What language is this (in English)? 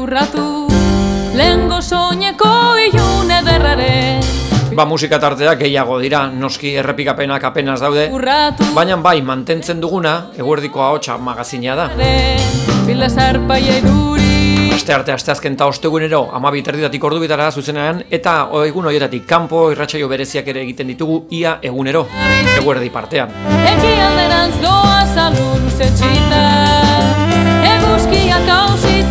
Basque